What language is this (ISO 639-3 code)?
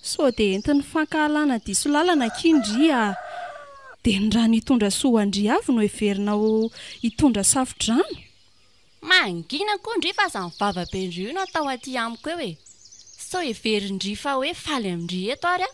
mlg